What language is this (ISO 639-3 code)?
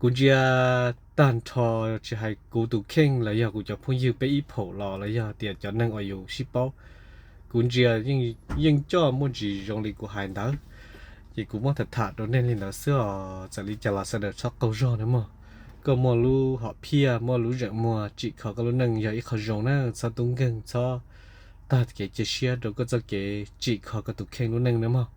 hmn